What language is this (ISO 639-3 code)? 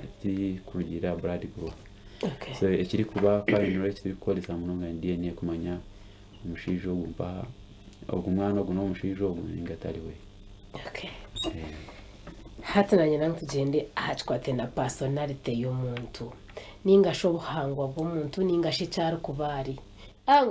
nyn